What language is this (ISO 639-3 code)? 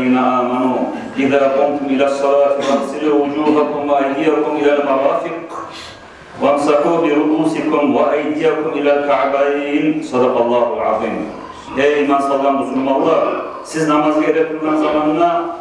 kum